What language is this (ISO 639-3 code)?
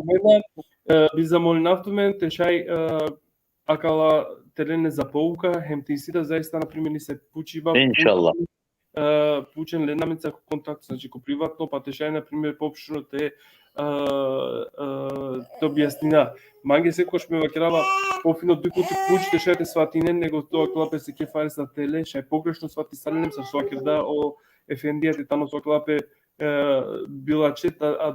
rmn